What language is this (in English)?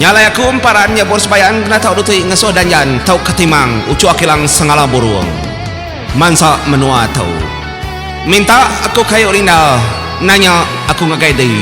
Iban